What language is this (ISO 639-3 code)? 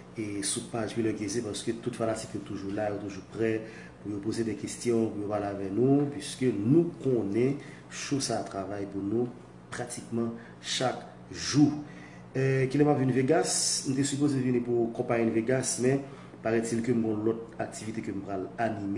hat